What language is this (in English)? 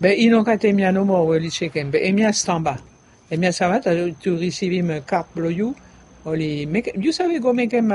Bislama